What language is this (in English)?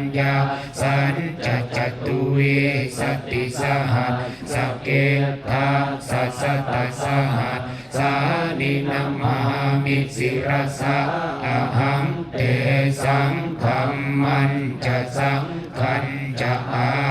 Pali